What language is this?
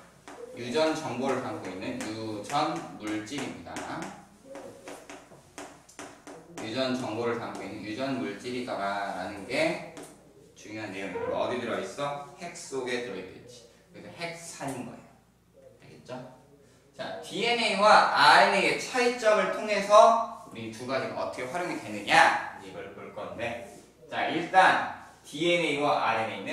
Korean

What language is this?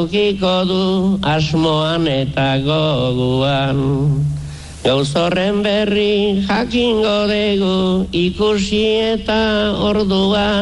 Basque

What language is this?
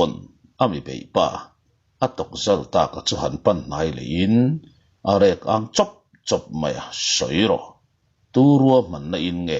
Mizo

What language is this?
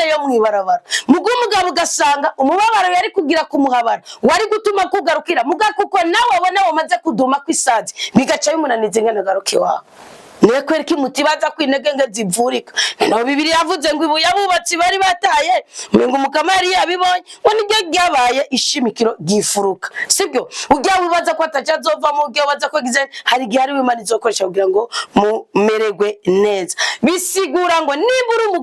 Rundi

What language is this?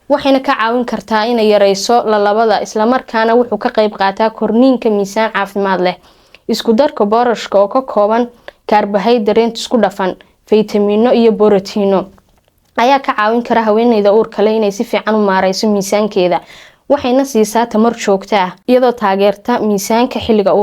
Somali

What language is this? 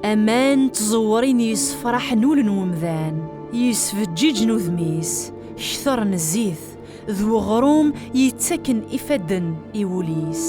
Kabyle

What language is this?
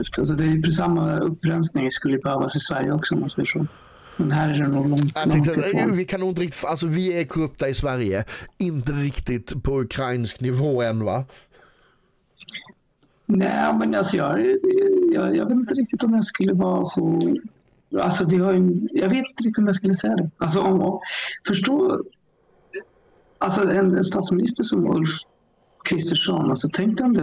Swedish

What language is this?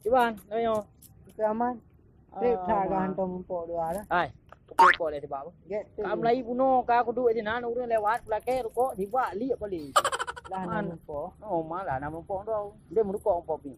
Achinese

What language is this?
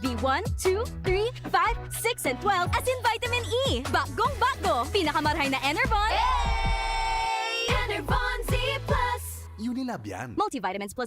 Bikol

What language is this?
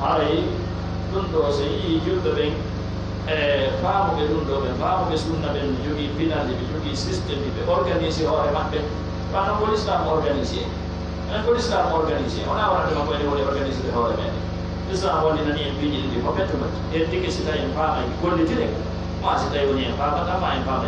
Pular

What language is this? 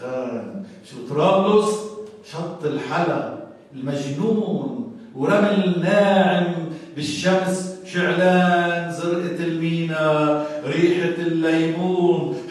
North Levantine Arabic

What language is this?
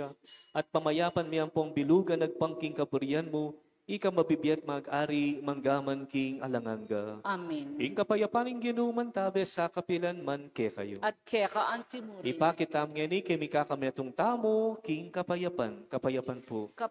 Pampanga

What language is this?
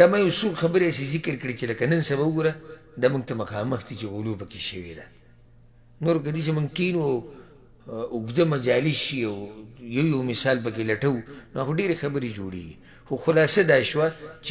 Pashto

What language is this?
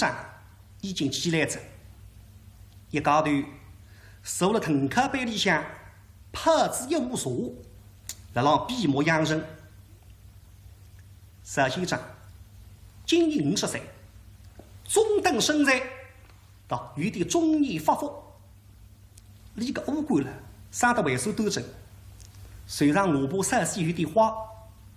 Wu Chinese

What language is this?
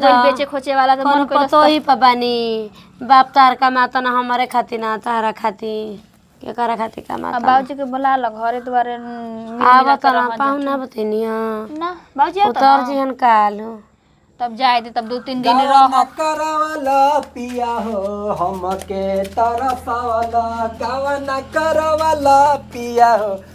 Bhojpuri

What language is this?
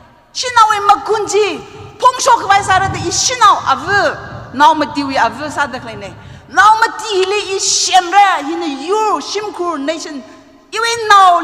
Tangkhul Naga (India)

